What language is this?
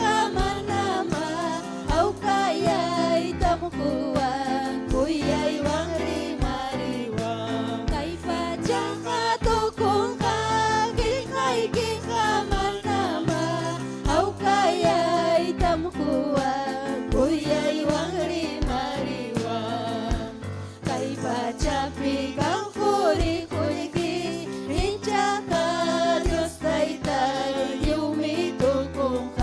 Ayacucho Quechua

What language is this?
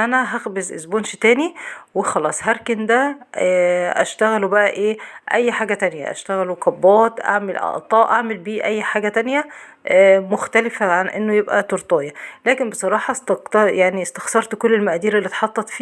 Egyptian Arabic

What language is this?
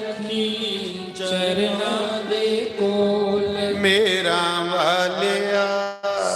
Dogri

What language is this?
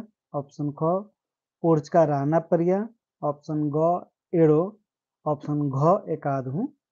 Kurukh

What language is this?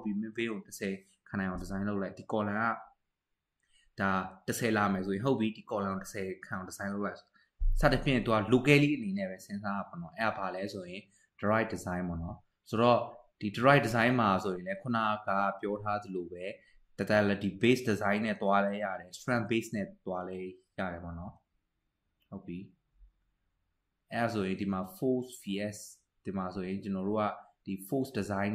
Burmese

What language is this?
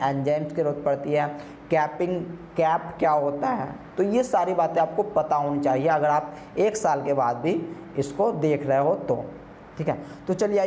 Hindi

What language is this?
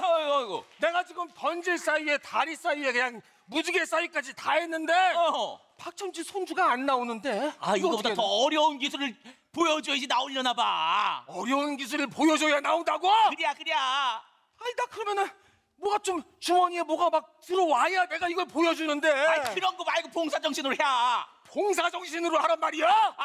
Korean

